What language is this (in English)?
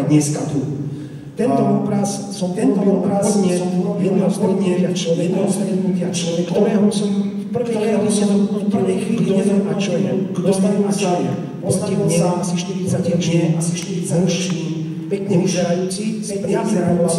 Slovak